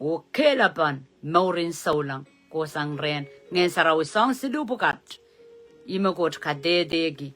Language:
Pohnpeian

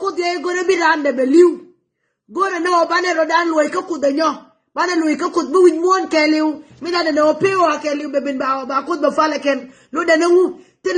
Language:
Nuer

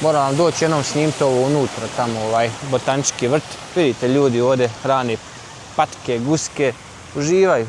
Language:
Bosnian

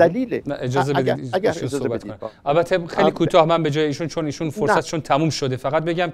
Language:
Persian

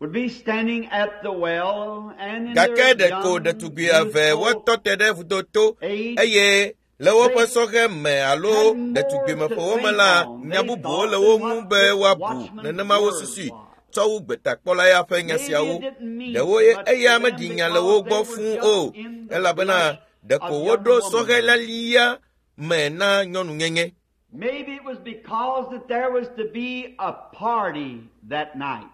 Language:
Ewe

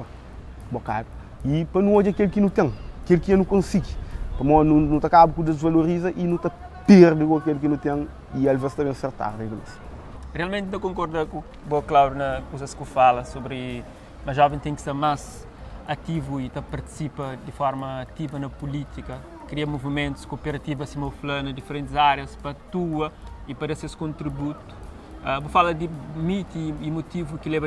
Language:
Kabuverdianu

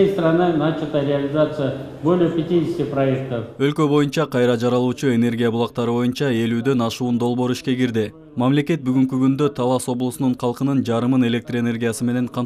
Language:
Kyrgyz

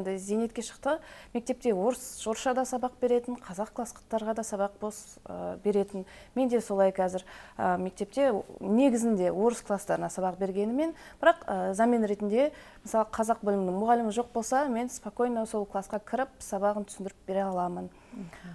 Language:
Kazakh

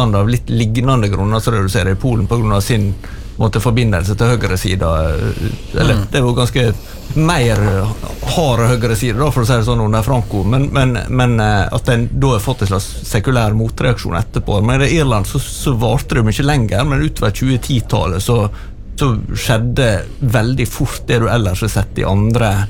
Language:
Norwegian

